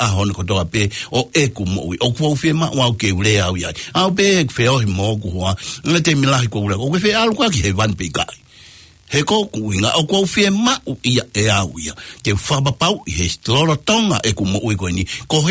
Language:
Tongan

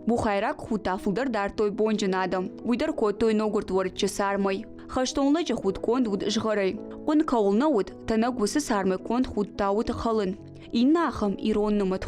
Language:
Ossetic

